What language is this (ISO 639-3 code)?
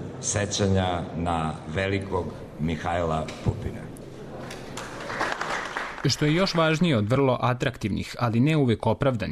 srp